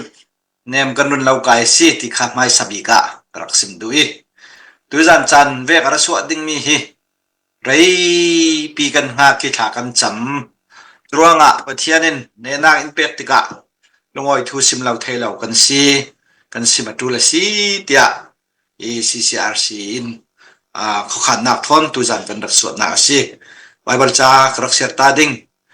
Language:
Falam Chin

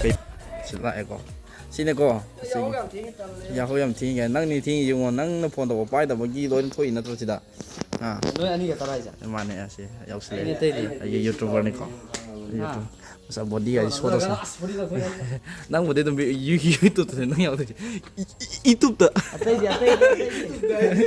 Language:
Manipuri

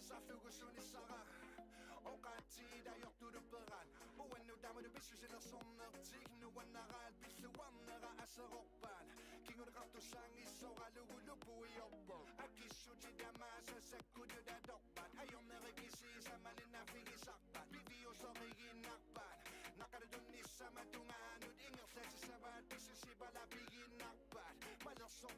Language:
Inuktitut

